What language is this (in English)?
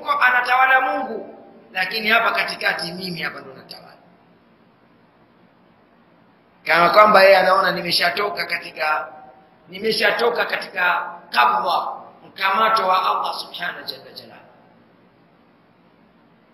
Swahili